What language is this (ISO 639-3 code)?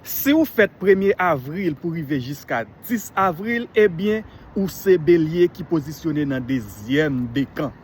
hat